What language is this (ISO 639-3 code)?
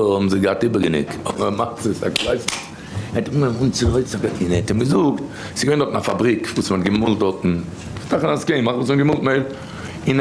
yid